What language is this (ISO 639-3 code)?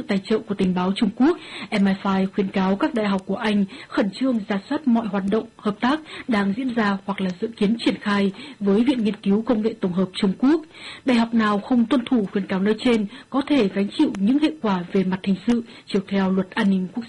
vie